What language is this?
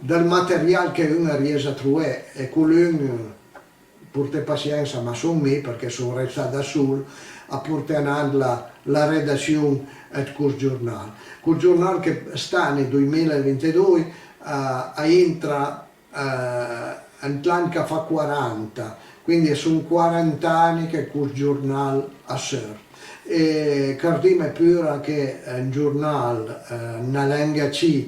Piedmontese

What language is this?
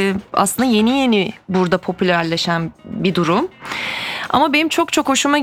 Turkish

